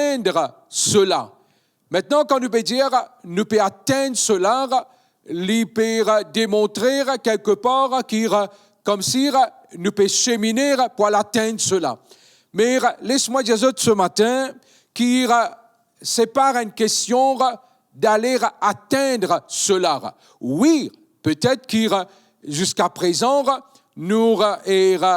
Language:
Morisyen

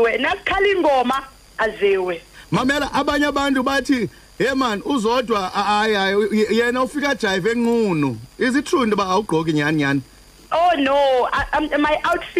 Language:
Xhosa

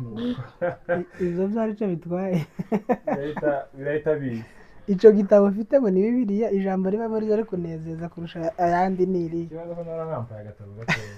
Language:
Kinyarwanda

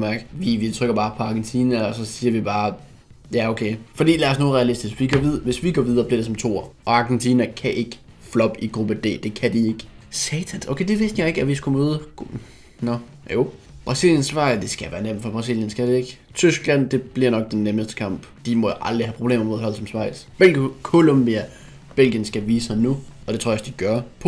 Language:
Danish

